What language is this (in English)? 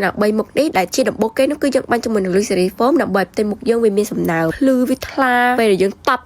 Khmer